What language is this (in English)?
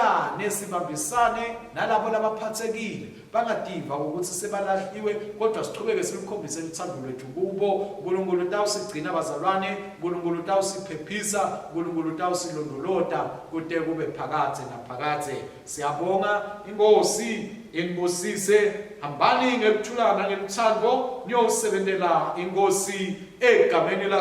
Swati